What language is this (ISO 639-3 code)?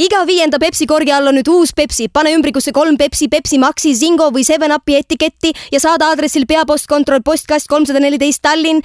est